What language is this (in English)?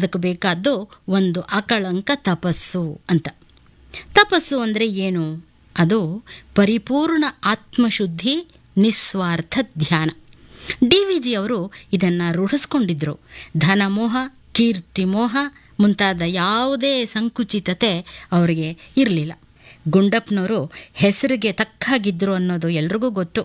Kannada